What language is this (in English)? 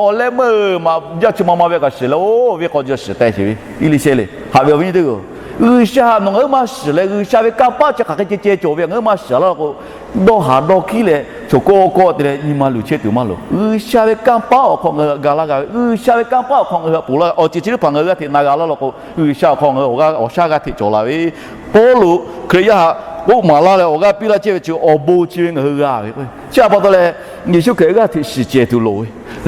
Lahu